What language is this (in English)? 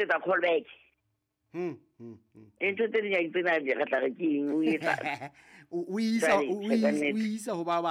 Southern Sotho